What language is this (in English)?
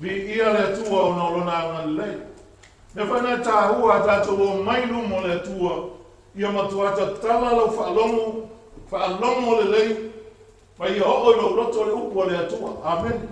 Samoan